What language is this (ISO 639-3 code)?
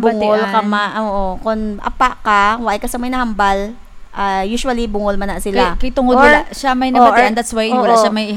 hil